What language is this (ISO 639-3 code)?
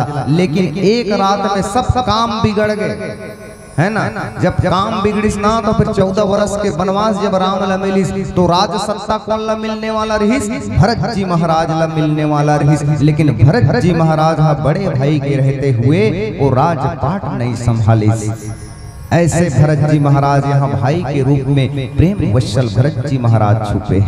hne